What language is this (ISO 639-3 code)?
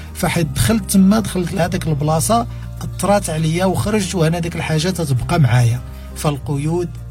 ary